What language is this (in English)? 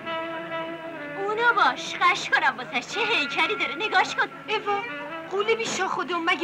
Persian